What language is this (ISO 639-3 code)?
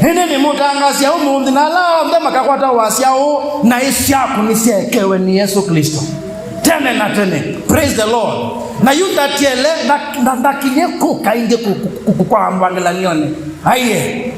kam